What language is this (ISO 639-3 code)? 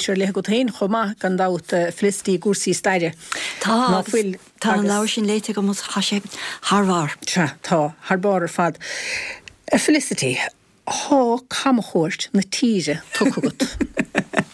gle